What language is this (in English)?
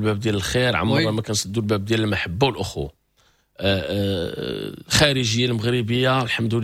Moroccan Arabic